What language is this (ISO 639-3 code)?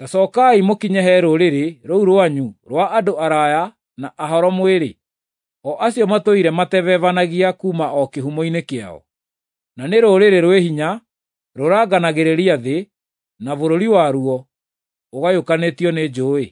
kik